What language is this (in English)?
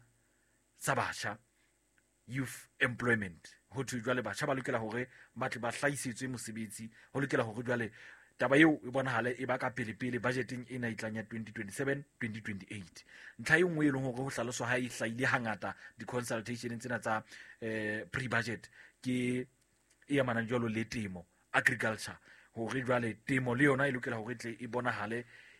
Southern Sotho